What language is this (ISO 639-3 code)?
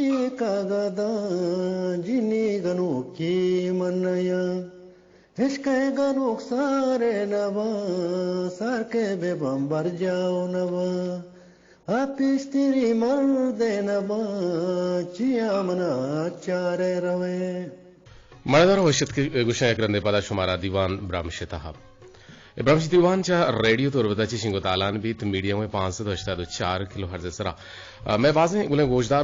bgp